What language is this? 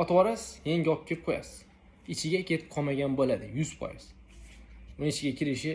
Uzbek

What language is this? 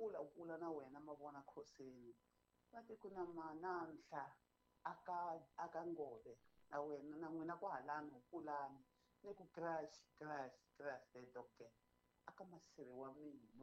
Tsonga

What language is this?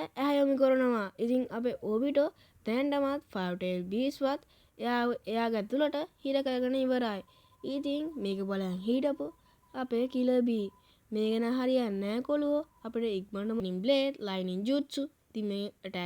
Sinhala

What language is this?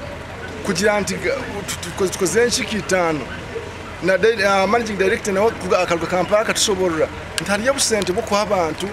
Nyankole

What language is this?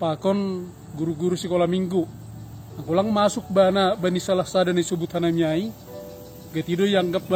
Batak Simalungun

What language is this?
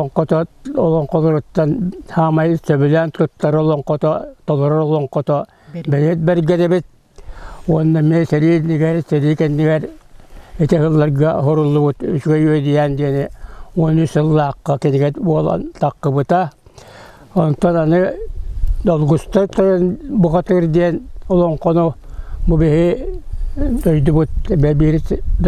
Yakut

